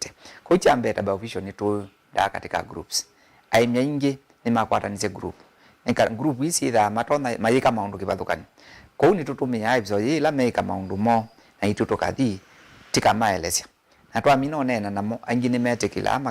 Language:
Kamba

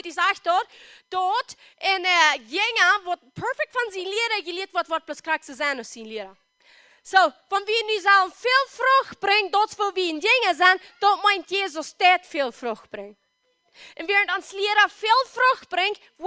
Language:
Plautdietsch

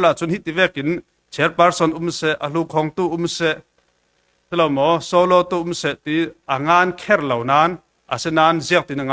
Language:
Falam Chin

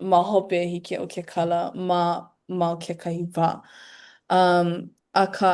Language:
Hawaiian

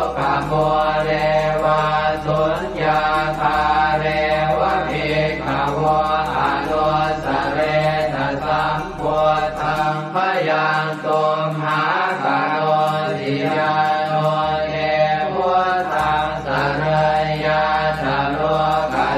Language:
Pali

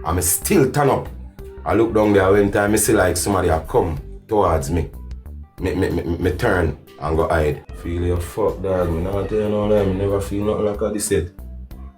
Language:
Jamaican Creole English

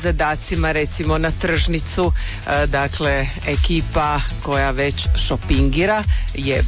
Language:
Croatian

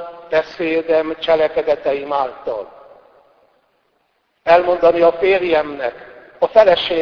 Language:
Hungarian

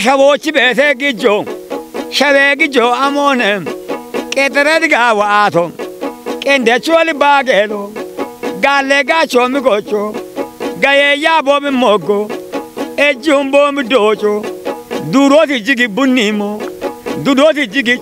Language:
Kafa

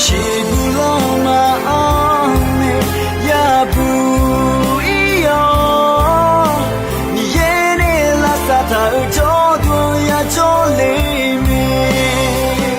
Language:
Akha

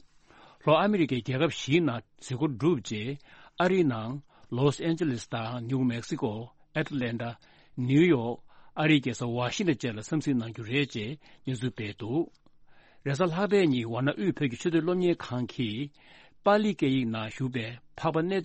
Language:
Tibetan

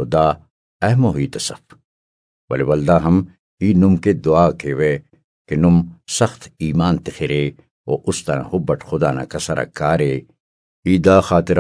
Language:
Brahui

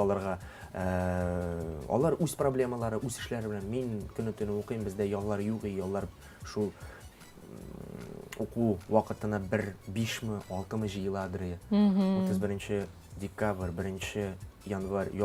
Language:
Tatar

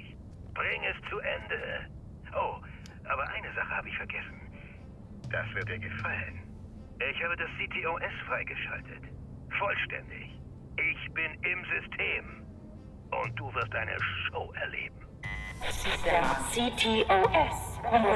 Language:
Bavarian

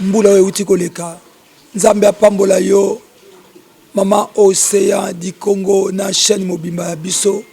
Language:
Lingala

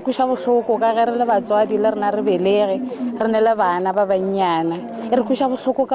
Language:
Northern Sotho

